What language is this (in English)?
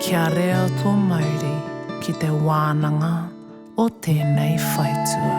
Māori